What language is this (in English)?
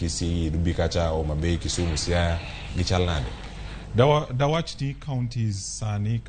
Luo (Kenya and Tanzania)